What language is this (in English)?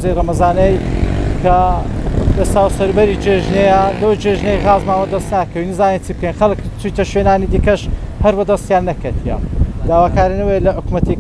Central Kurdish